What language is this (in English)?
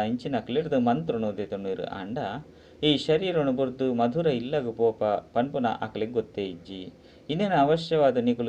Tulu